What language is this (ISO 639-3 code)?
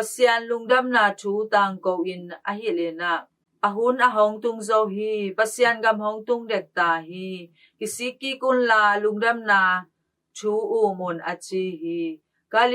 ctd